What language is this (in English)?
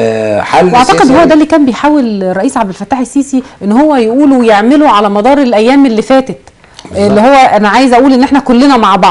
Egyptian Arabic